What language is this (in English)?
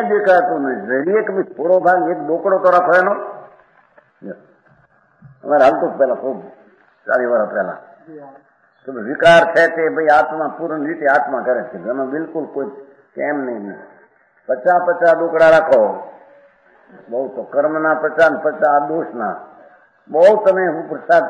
Gujarati